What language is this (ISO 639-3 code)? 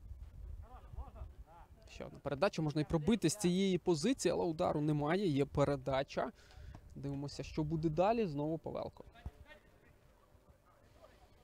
ukr